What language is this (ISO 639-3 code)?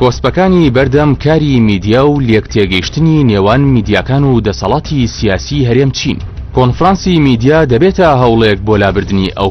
ckb